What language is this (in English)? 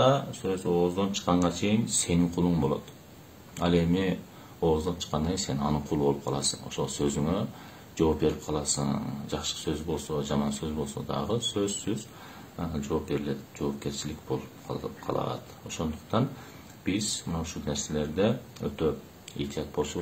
Kyrgyz